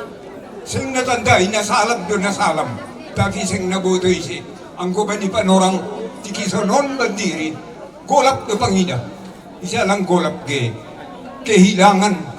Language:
Batak Simalungun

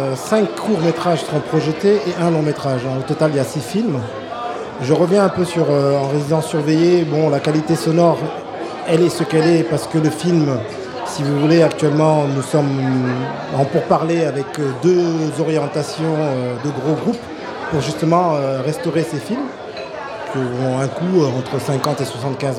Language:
French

